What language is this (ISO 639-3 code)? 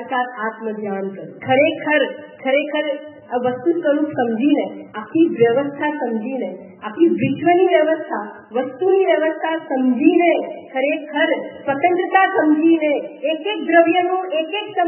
guj